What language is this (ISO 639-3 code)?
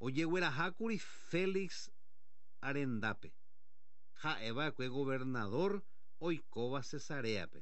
grn